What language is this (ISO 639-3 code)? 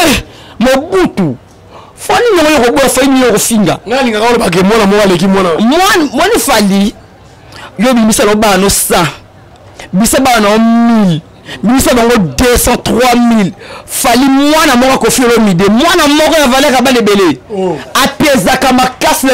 lin